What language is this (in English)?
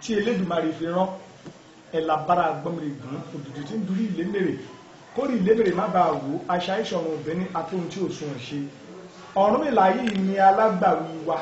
Yoruba